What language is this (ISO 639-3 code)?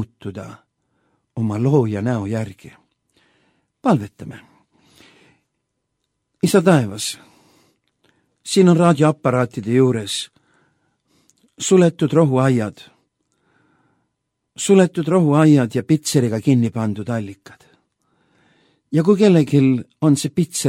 est